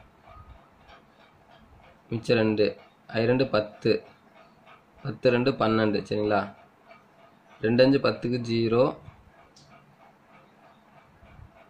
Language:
Tamil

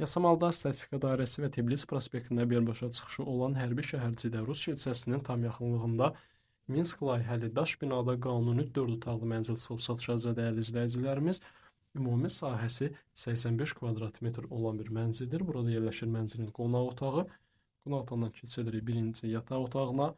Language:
Azerbaijani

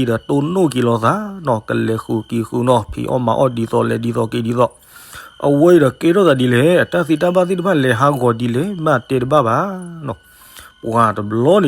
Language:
S'gaw Karen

